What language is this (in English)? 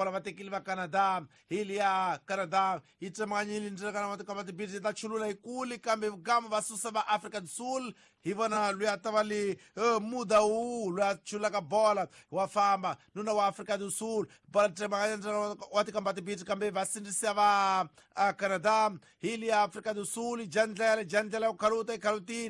Tsonga